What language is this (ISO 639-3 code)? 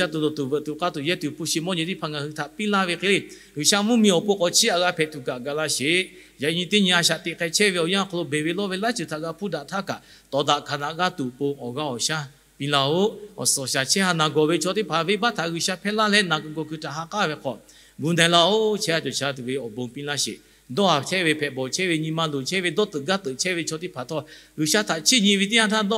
lhu